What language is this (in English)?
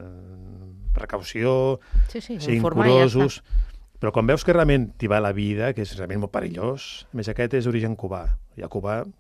Catalan